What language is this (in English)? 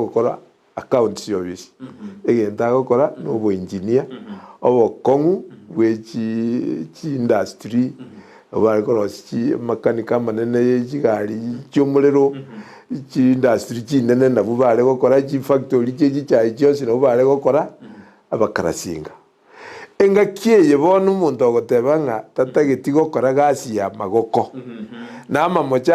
Gusii